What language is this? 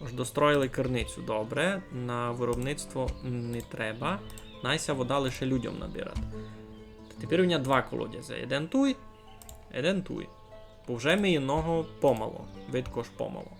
Rusyn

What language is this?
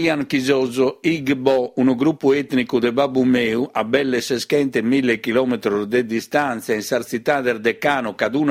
Sardinian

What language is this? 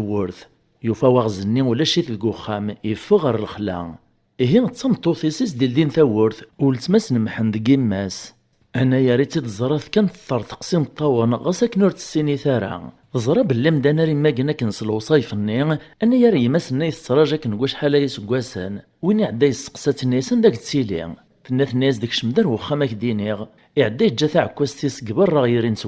Kabyle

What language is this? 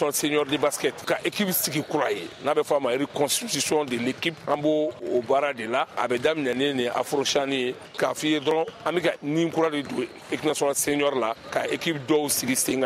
Bambara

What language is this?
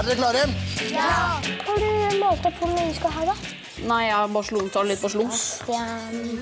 Norwegian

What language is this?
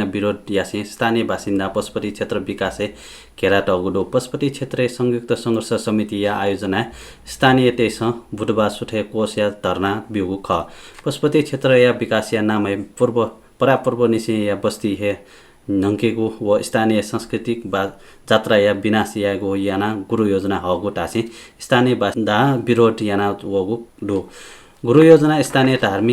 Newari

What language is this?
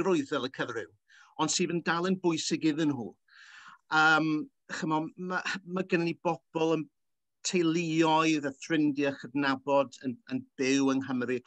Welsh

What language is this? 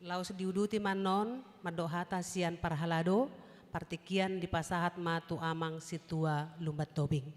Batak Toba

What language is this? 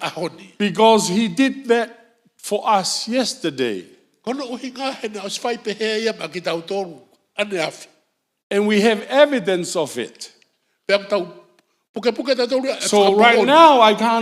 Tongan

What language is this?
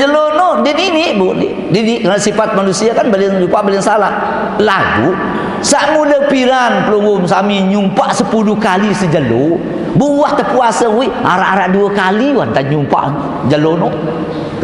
Sasak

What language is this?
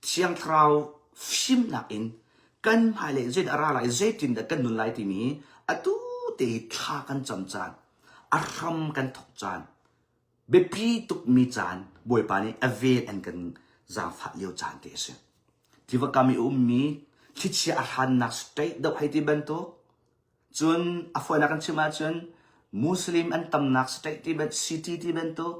Hakha Chin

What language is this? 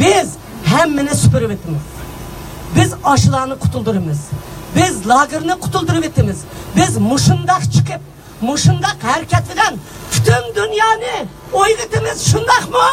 Uyghur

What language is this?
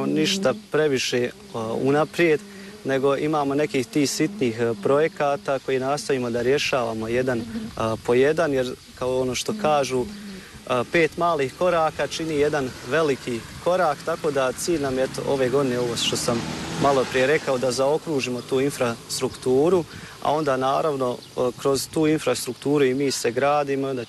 Bosnian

